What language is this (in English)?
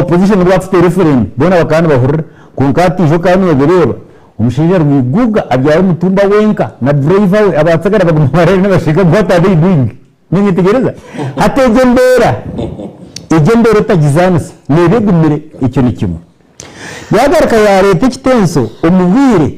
Nyankole